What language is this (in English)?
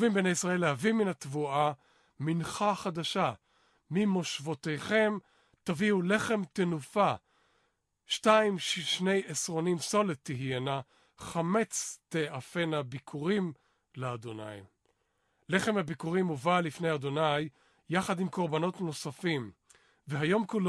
Hebrew